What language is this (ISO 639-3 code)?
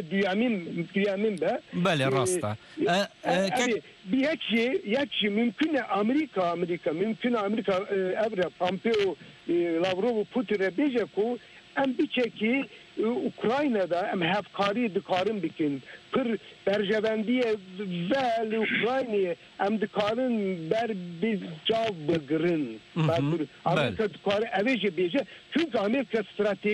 kur